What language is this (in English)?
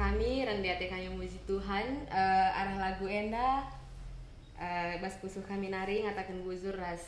Batak Karo